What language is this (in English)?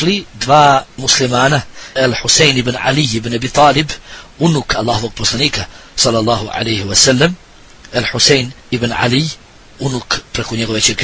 Bosnian